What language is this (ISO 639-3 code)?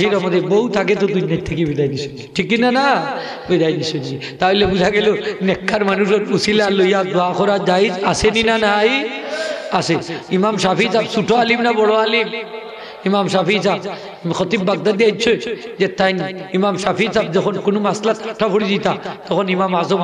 syl